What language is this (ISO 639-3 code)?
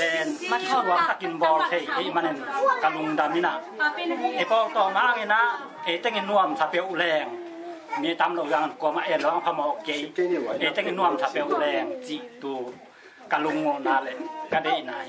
ctd